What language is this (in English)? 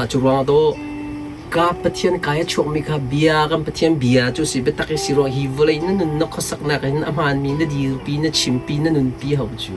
Hakha Chin